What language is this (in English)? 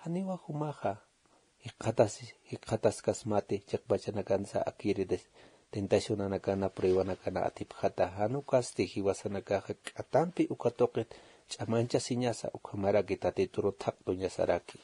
Aymara